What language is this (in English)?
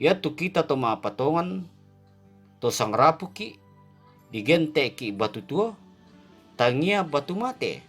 Toraja-Sa'dan